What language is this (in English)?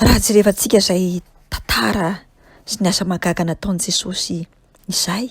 Malagasy